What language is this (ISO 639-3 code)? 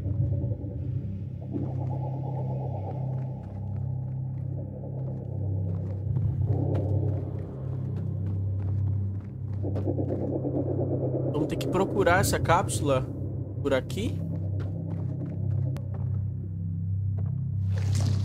por